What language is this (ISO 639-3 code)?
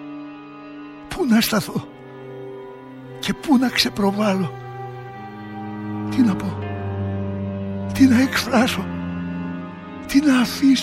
ell